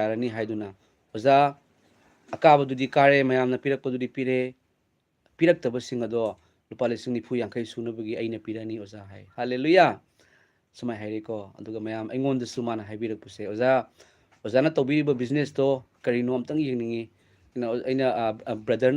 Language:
Manipuri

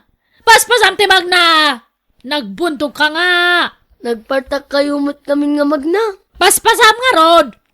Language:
Iloko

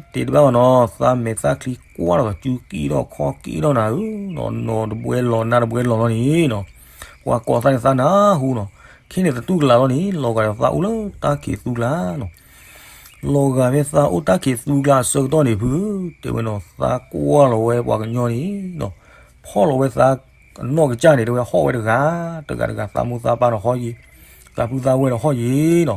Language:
S'gaw Karen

